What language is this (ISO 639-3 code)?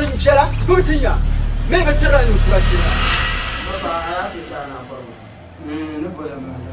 dag